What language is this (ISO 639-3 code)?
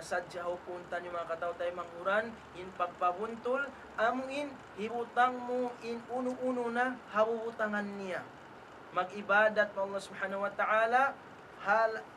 tsg